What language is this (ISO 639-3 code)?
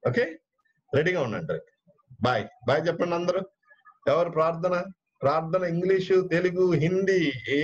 tel